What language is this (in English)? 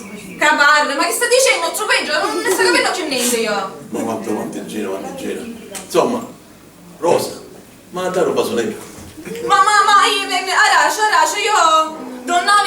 Sicilian